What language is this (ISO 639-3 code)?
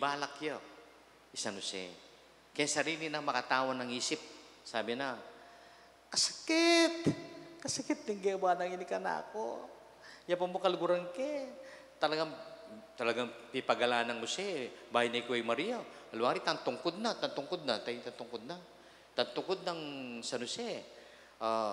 pam